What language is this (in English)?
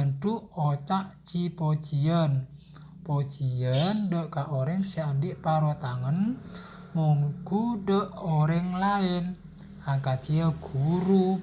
Madurese